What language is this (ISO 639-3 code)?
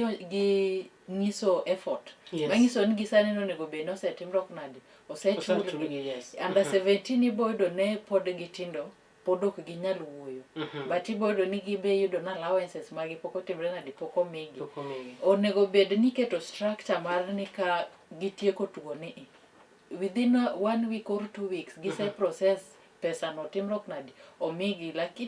luo